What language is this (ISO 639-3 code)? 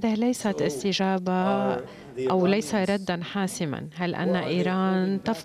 ara